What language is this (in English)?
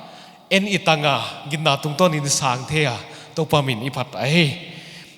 Paite Chin